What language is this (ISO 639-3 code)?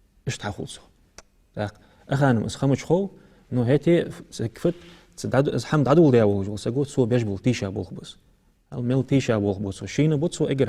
inh